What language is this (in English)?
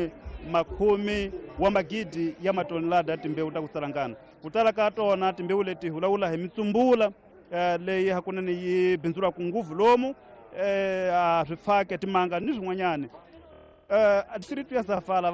Tsonga